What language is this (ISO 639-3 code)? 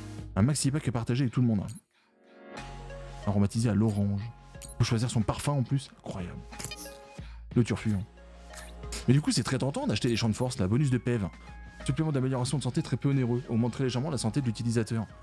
fra